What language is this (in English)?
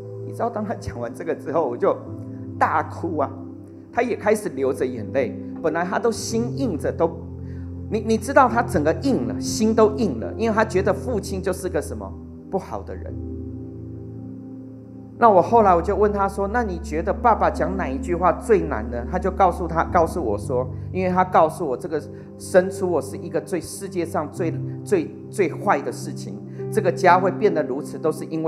Chinese